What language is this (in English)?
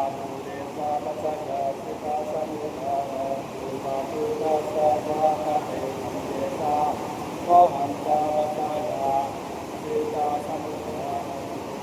Pali